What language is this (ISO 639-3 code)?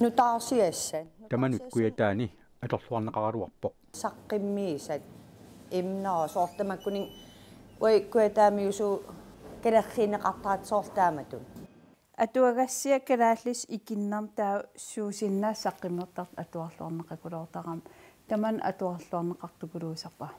kal